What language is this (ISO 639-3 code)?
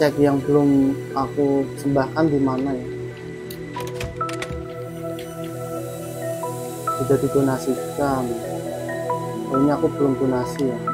ind